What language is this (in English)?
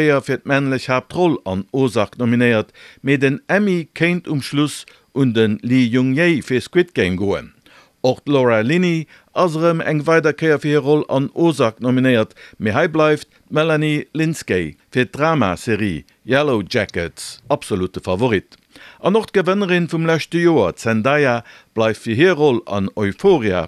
Luxembourgish